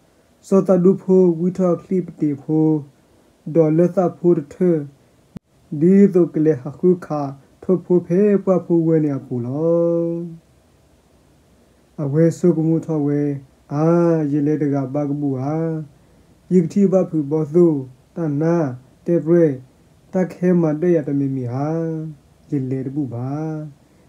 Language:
S'gaw Karen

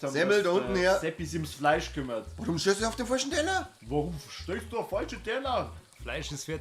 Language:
Bavarian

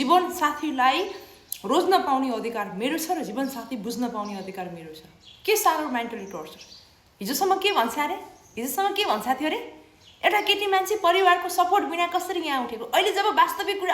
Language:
Nepali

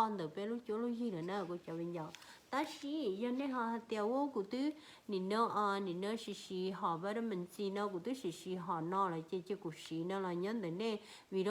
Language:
Hmong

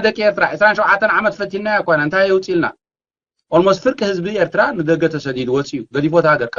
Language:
Tigrinya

